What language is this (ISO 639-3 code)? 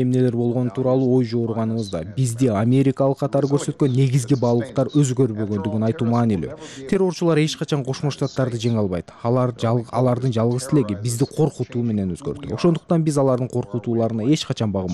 kir